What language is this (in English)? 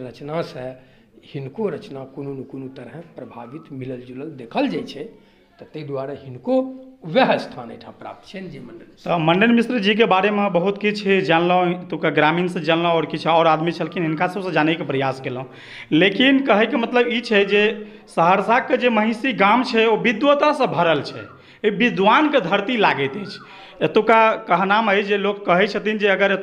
Maithili